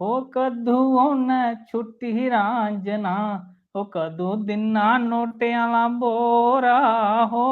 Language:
Dogri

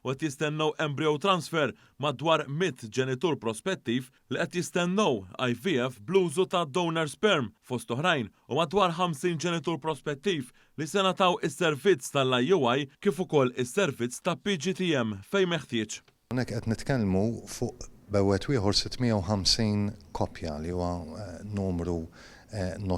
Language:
Maltese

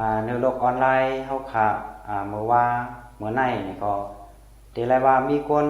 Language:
Shan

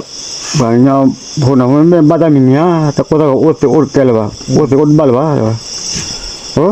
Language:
S'gaw Karen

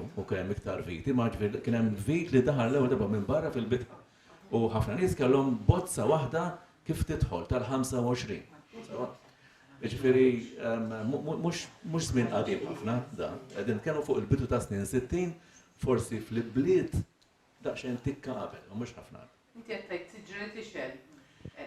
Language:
Maltese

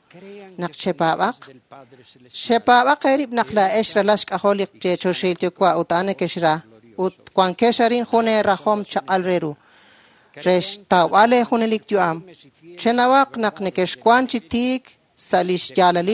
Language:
Kekchí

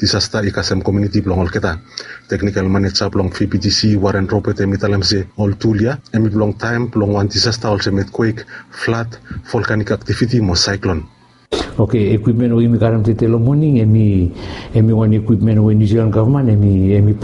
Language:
Bislama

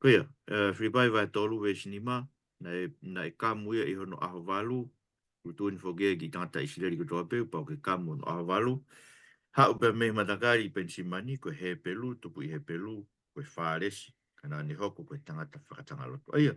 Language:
Tongan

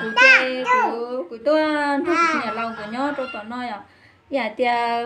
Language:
Hmong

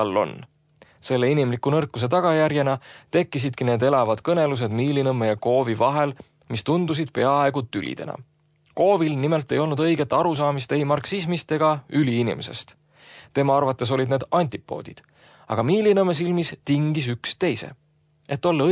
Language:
Estonian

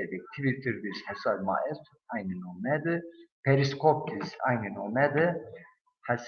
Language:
Zaza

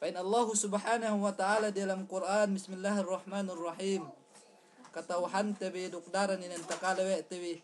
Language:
Yakan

